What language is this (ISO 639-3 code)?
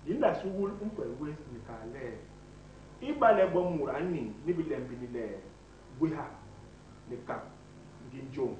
bas